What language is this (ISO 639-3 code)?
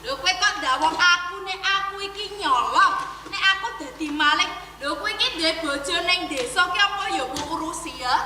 jav